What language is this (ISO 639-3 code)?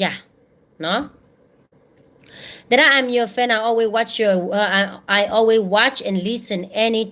ksw